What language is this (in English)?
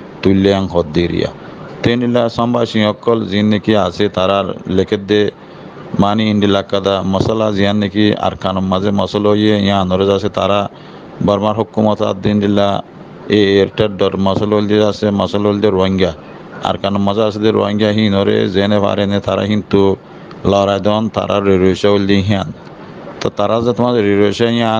Rohingya